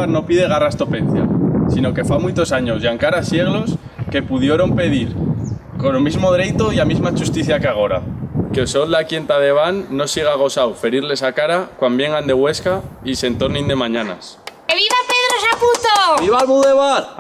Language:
Aragonese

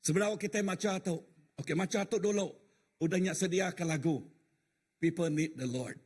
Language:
Iban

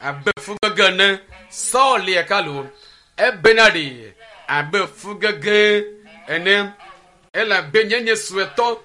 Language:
Ewe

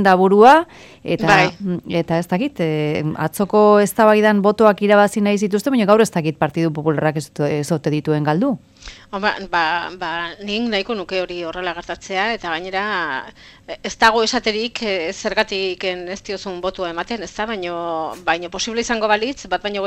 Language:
Basque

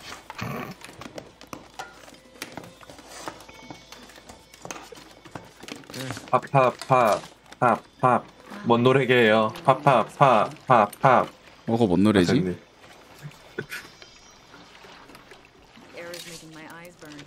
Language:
Korean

